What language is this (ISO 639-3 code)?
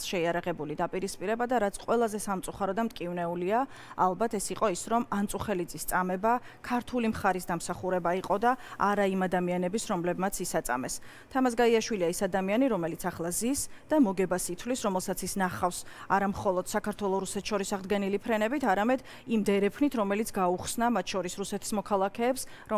kat